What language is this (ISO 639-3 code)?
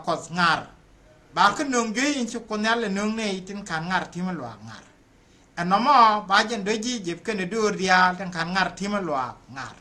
nus